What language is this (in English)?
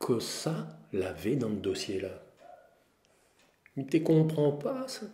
Réunion Creole French